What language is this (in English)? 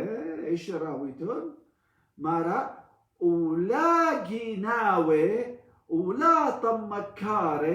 Assyrian Neo-Aramaic